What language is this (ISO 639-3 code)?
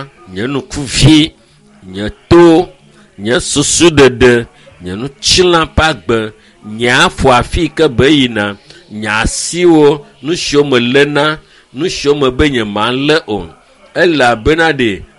ewe